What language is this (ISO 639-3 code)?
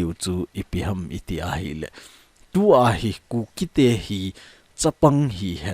tcz